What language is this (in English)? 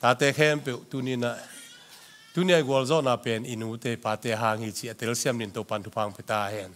Tedim Chin